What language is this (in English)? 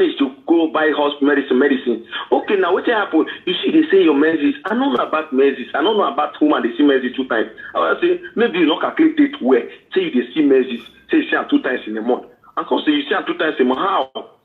Nigerian Pidgin